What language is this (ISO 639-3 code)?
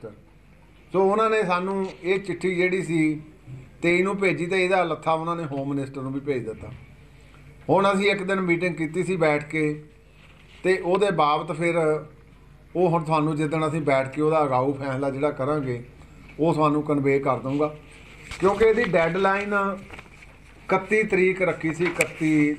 pan